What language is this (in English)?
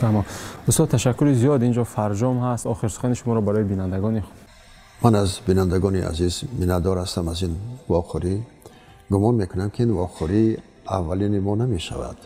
Tajik